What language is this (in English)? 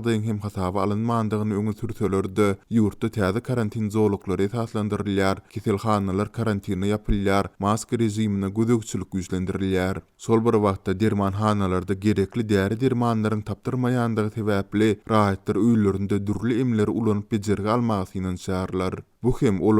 Turkmen